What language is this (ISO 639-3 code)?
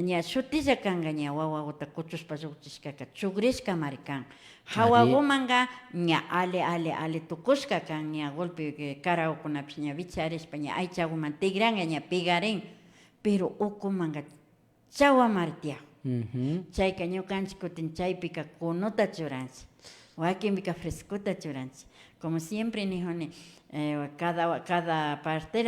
qvi